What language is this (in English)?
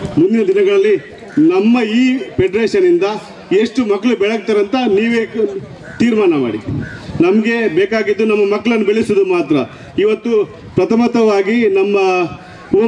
Kannada